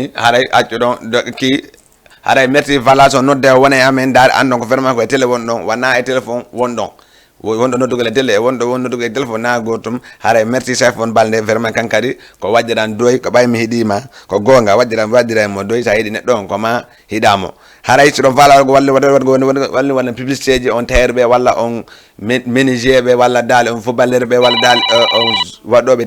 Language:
Fula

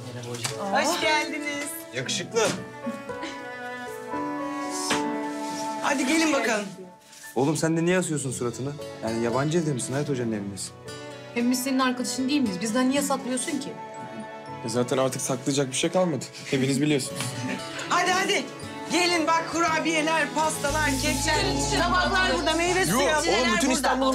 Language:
Turkish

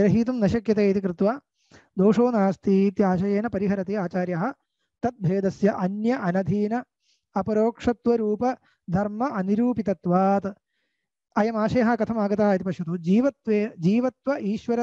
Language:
Sanskrit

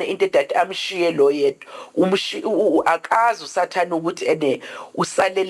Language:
Zulu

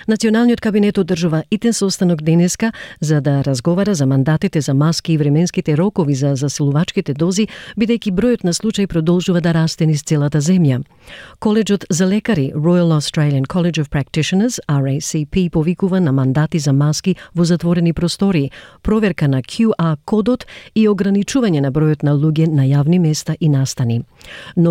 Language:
Macedonian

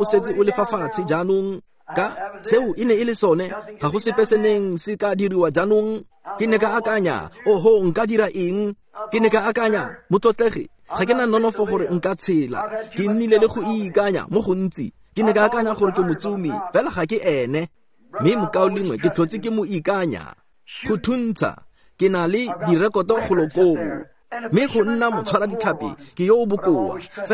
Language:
Tswana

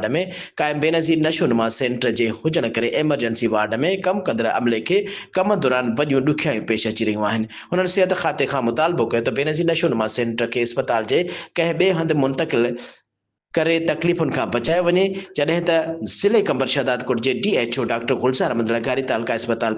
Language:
Sindhi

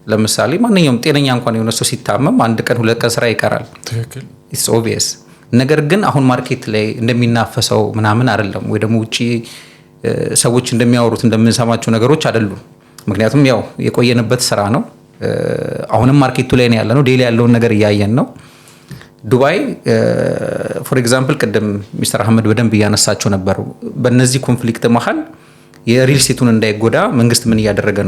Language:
Amharic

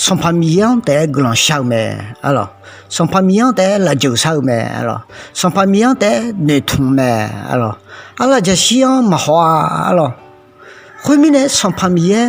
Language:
Akha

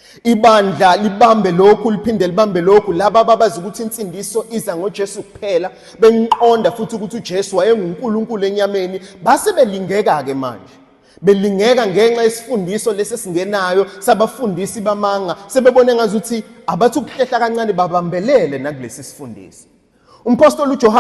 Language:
Zulu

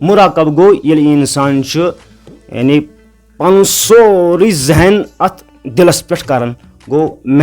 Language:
Kashmiri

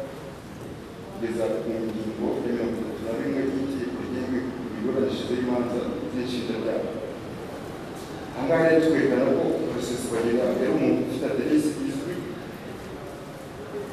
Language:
Kinyarwanda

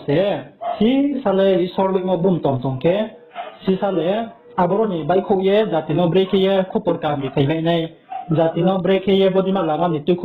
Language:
Riang (India)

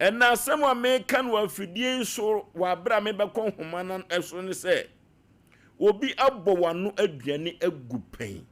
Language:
Akan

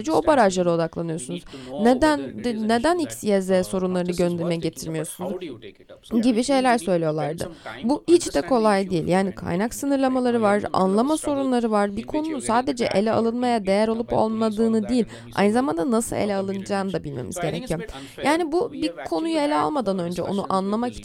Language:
Turkish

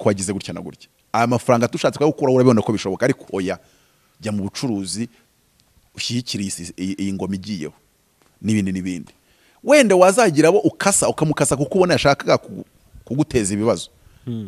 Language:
Kinyarwanda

